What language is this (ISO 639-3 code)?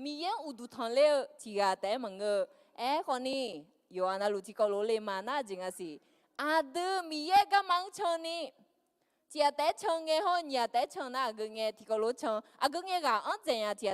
ahk